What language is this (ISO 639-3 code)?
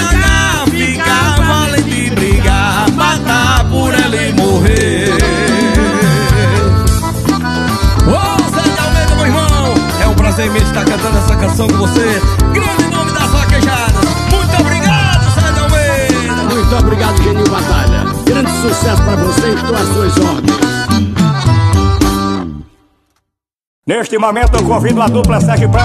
por